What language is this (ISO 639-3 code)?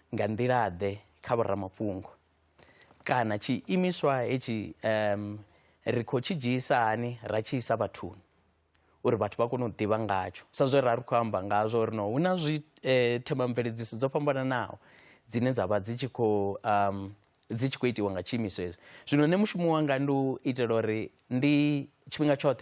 ven